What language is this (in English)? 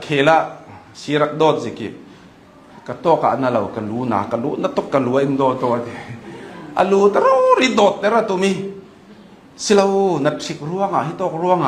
Hakha Chin